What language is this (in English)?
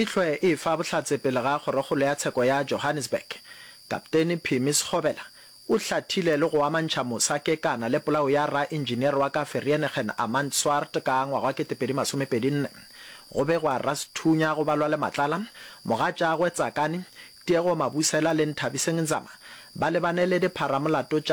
Northern Sotho